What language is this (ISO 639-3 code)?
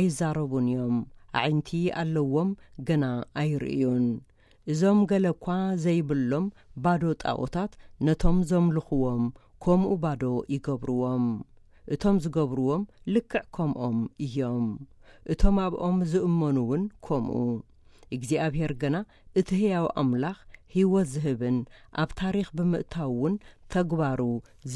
tir